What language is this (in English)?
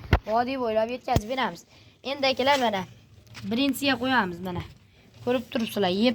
Uzbek